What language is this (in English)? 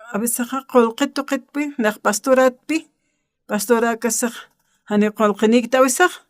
Aymara